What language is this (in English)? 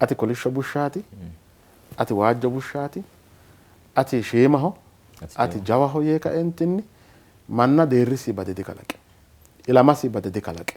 Sidamo